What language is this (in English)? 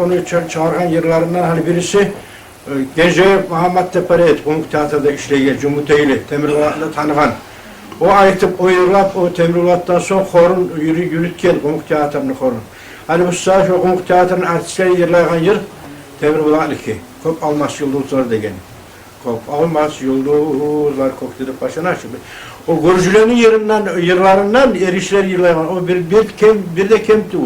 Kumyk